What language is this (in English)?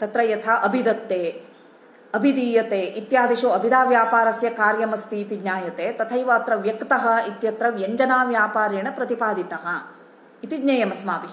Sanskrit